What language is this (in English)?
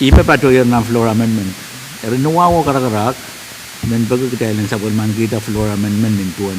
Pohnpeian